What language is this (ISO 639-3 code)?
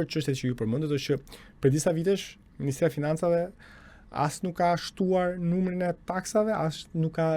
sqi